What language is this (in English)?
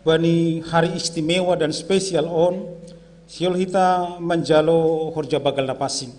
Batak Simalungun